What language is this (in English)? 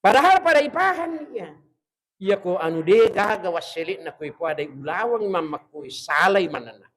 Buginese